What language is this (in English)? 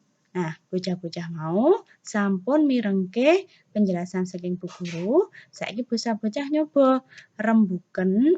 Javanese